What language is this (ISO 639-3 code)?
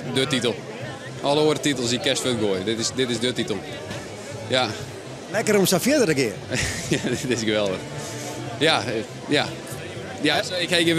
fry